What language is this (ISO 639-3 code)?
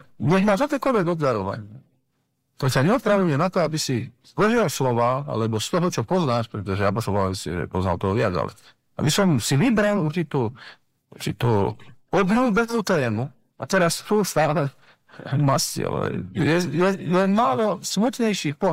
slk